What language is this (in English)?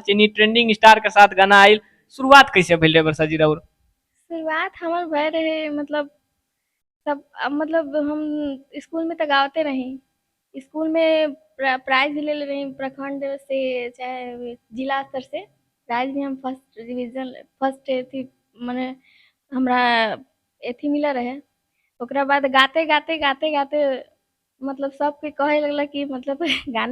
Bhojpuri